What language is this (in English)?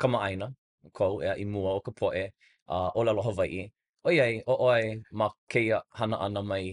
Hawaiian